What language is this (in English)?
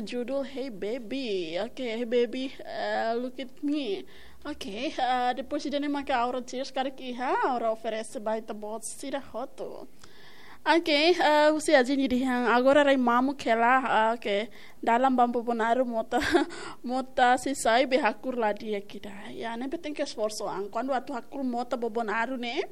Tetum